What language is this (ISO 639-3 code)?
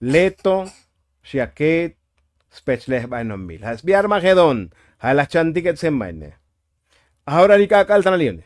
tzo